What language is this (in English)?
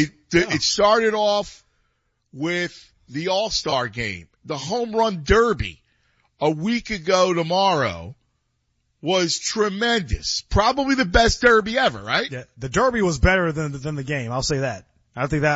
English